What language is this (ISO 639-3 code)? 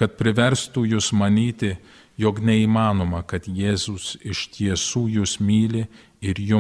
lit